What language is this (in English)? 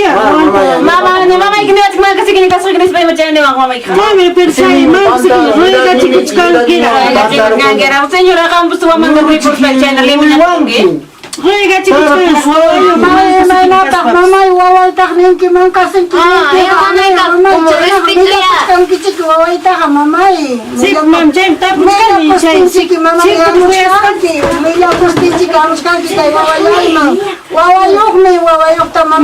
Ayacucho Quechua